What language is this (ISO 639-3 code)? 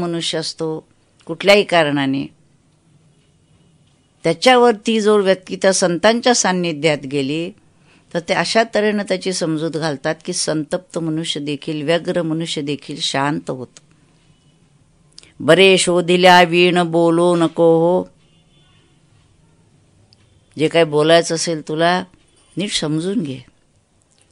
mar